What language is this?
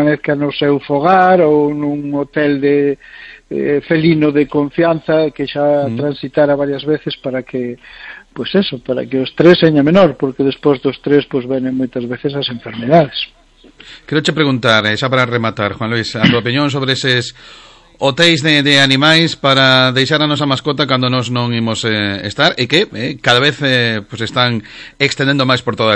Galician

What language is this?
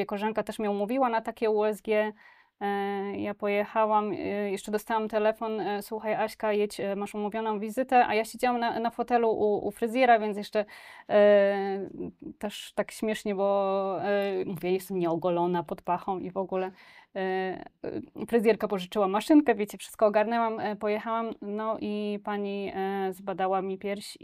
Polish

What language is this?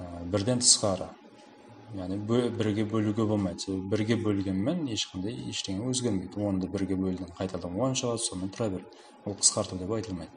Kara-Kalpak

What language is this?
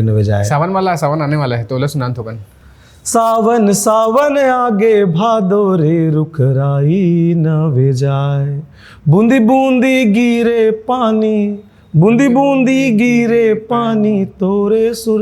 Chhattisgarhi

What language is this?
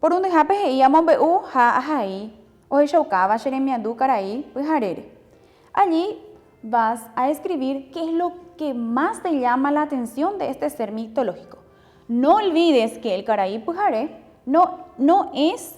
Guarani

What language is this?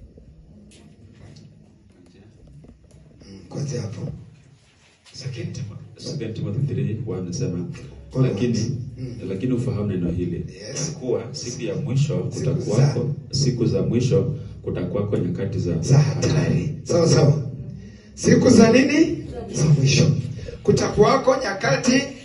Swahili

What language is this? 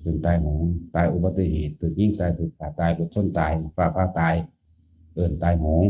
Northeastern Thai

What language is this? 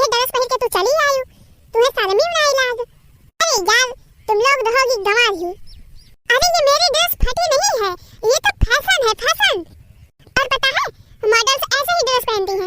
Awadhi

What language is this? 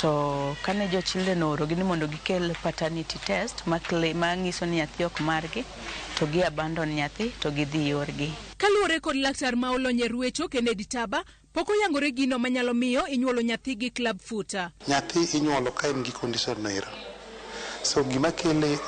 Luo (Kenya and Tanzania)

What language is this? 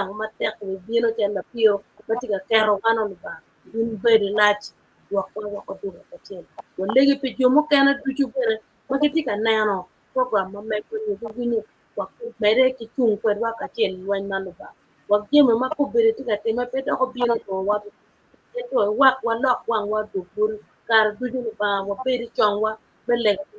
Acoli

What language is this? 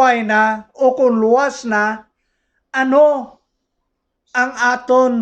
Hiligaynon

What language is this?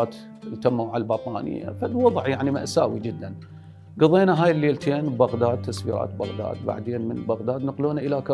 Mesopotamian Arabic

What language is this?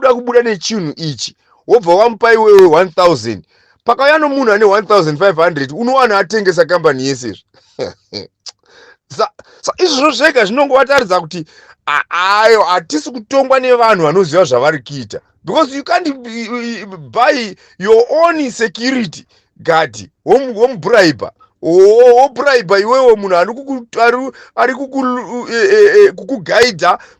Shona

